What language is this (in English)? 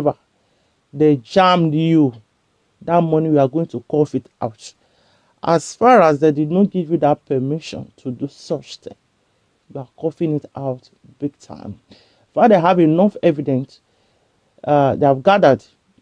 Nigerian Pidgin